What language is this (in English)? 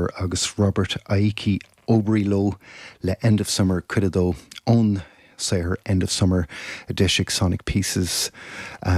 Irish